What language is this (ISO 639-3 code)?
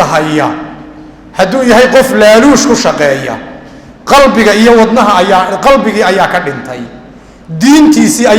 som